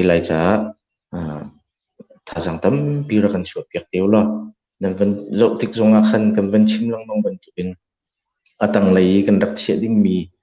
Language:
Hakha Chin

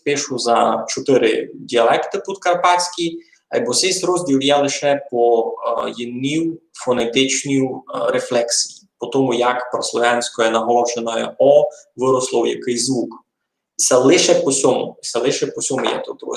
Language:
Rusyn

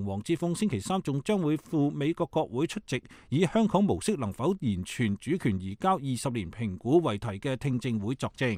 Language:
Cantonese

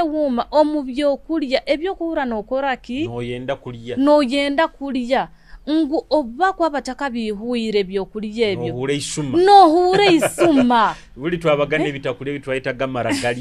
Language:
Nyoro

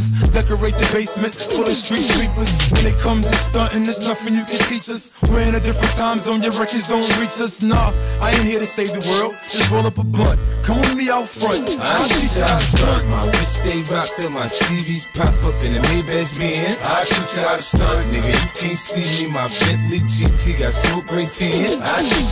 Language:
English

